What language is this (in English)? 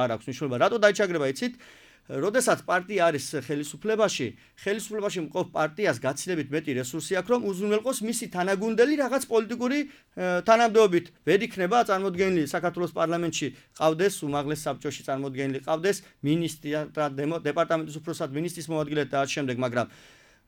Georgian